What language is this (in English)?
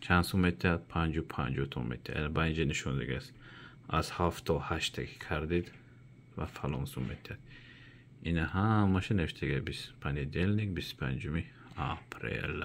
Tajik